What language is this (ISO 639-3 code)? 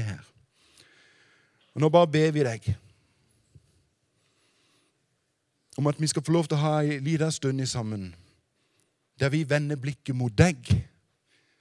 nor